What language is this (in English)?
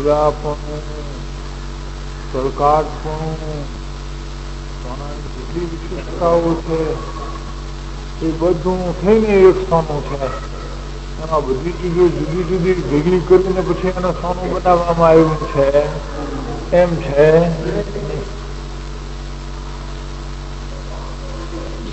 Gujarati